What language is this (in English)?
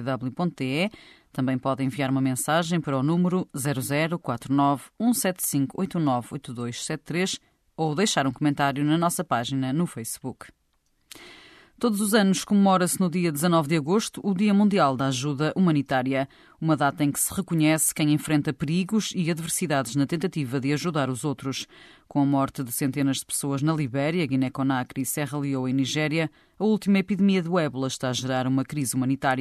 Portuguese